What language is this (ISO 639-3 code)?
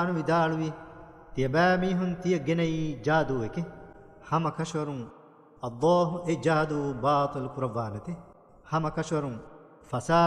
div